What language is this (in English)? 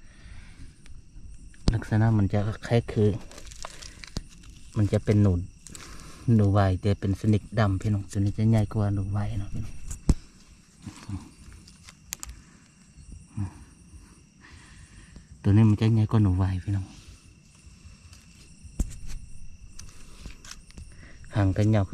Thai